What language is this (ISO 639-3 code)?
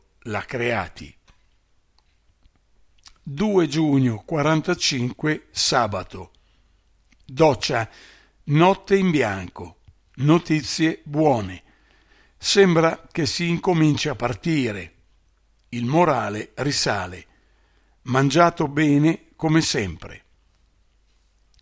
ita